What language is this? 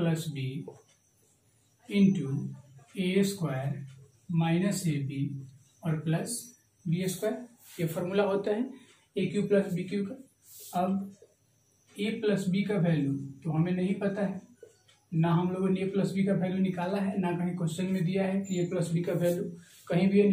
Hindi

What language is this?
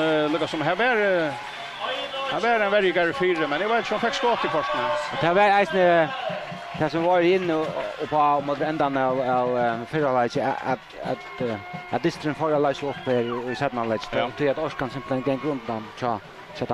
Faroese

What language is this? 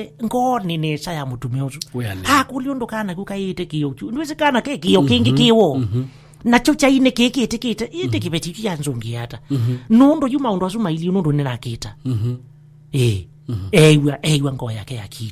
Kamba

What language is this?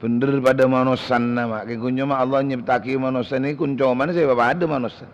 Madurese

